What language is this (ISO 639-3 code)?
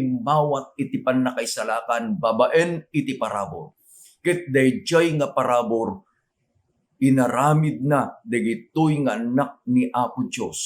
ilo